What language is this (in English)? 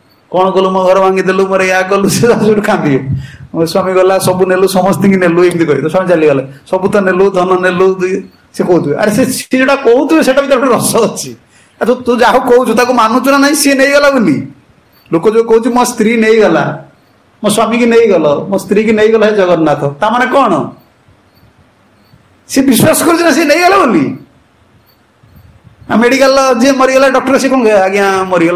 Odia